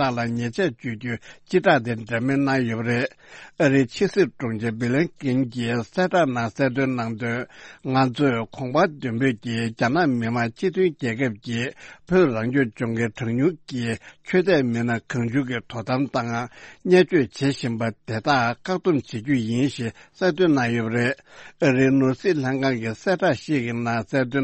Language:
Tibetan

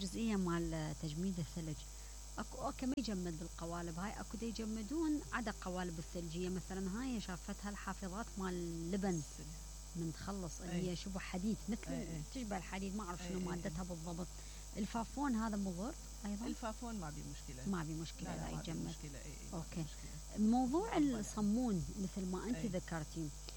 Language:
Mesopotamian Arabic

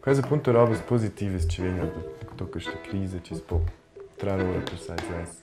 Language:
Romansh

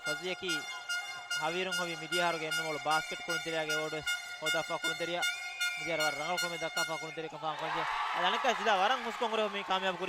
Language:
Divehi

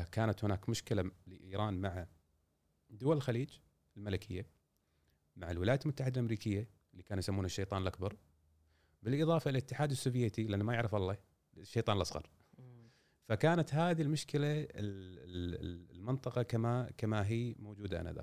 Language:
Gulf Arabic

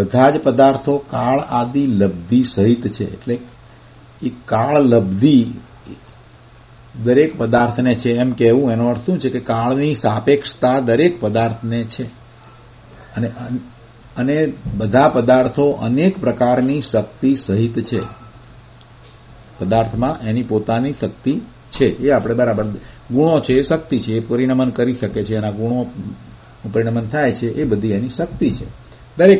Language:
Gujarati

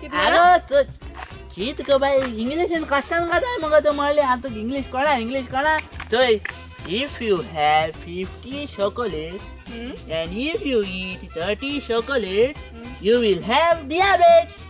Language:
Konkani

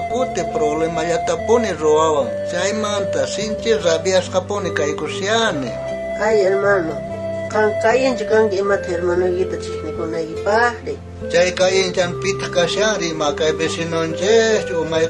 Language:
South Bolivian Quechua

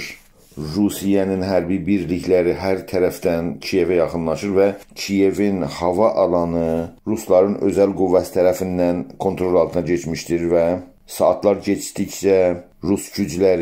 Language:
South Azerbaijani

